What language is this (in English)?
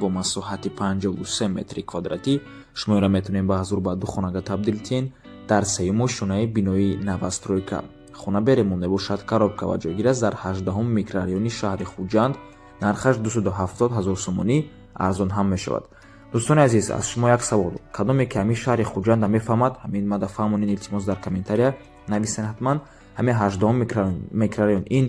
Tajik